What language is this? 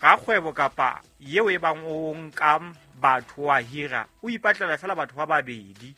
Southern Sotho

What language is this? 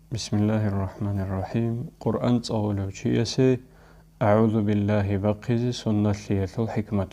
Avaric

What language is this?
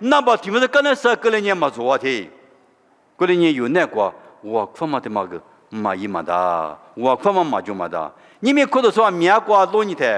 Lisu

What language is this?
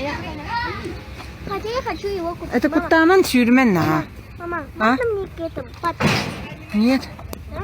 Yakut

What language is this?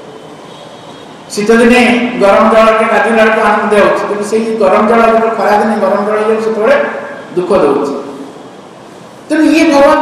Odia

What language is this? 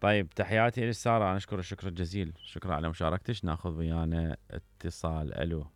Mesopotamian Arabic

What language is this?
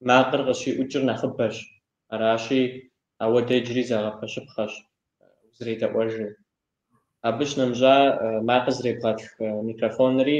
Kabardian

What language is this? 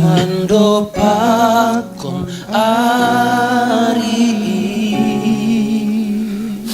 Batak Simalungun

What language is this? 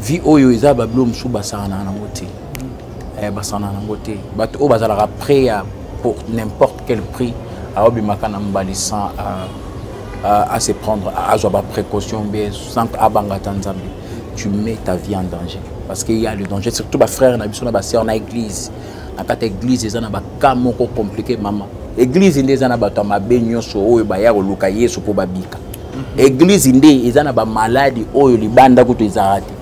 Lingala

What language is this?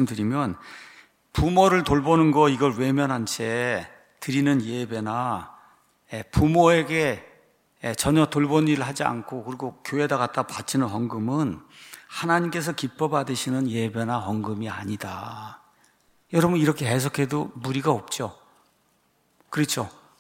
Korean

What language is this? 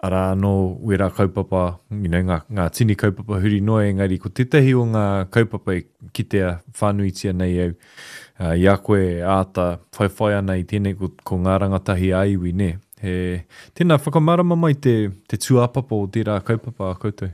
Māori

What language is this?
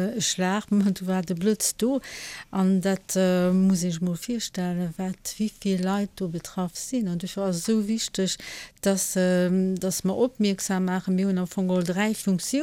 Luxembourgish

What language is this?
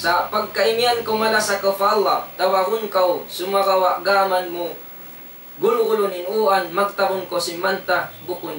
Tausug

